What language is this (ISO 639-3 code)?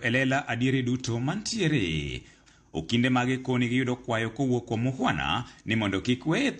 luo